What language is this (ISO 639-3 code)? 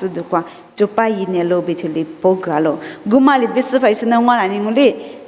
lis